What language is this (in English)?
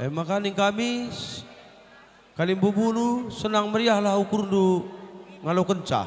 Batak Karo